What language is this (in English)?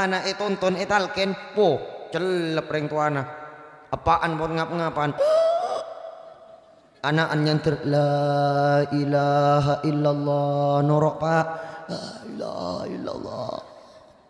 Madurese